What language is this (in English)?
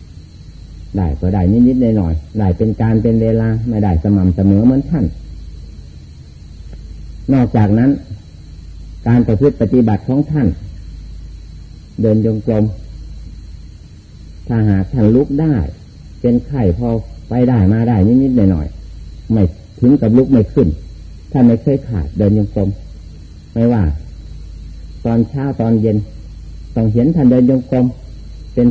Thai